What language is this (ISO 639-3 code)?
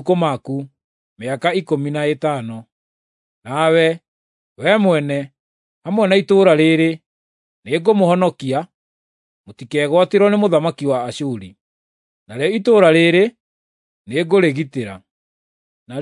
kik